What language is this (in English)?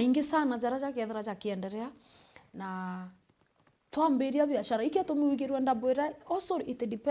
Meru